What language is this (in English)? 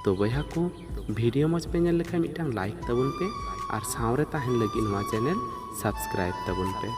Santali